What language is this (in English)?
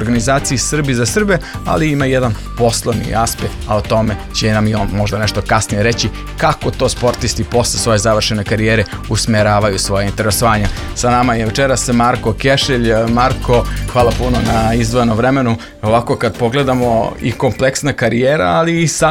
Serbian